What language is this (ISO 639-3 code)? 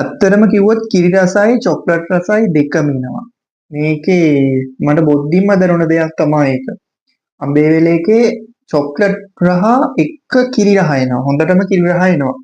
sin